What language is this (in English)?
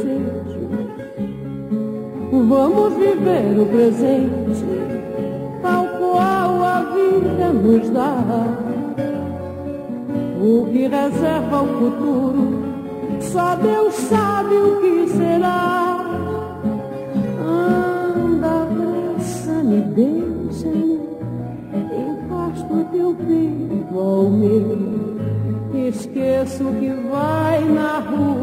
Portuguese